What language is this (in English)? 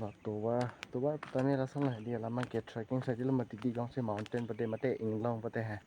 Karbi